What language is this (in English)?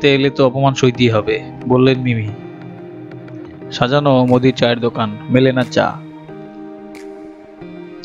Bangla